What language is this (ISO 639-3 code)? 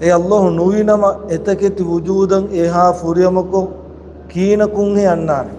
div